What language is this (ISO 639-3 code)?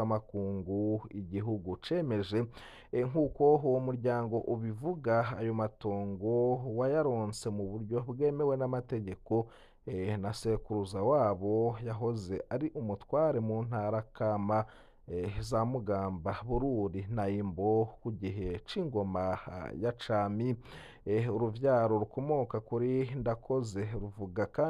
run